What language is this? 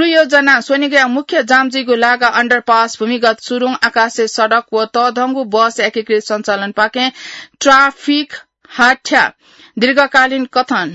Newari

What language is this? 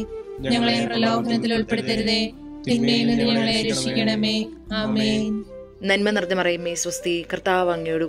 Malayalam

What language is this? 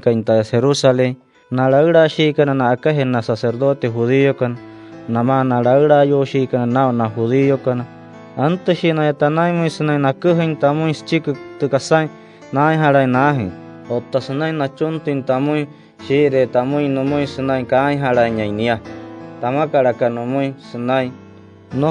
Wayuu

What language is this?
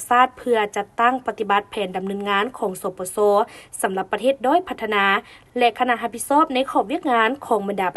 Lao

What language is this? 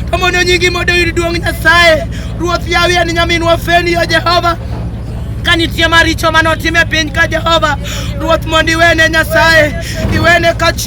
Luo (Kenya and Tanzania)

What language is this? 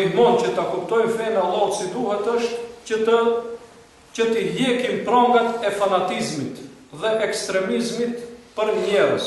Albanian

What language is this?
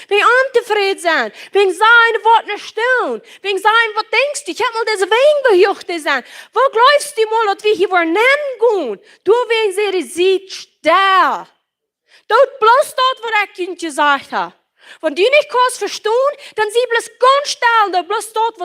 Plautdietsch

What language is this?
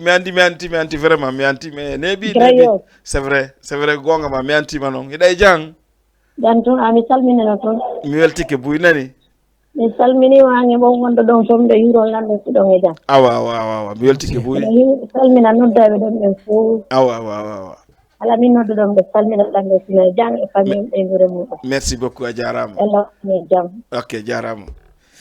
Fula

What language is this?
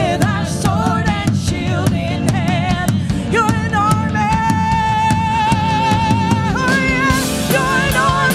English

